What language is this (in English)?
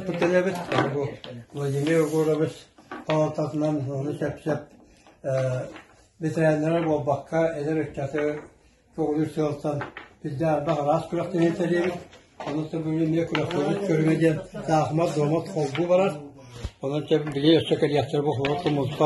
Yakut